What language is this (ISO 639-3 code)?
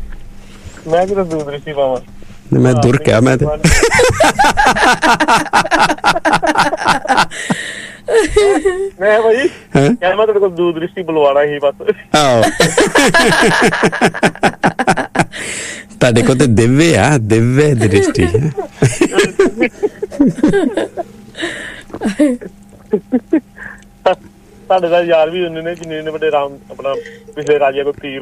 pan